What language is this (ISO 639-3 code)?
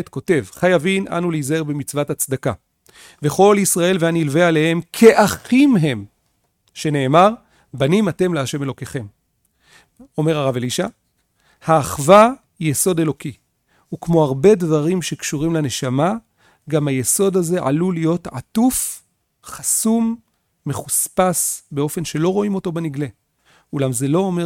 heb